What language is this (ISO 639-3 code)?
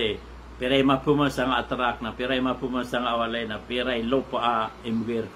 mrw